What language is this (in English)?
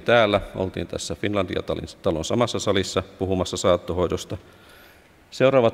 Finnish